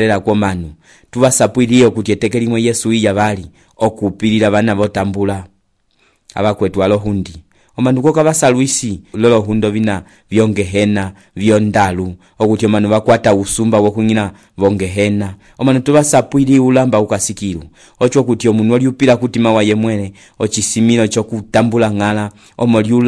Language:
Umbundu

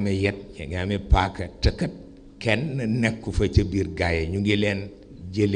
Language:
Wolof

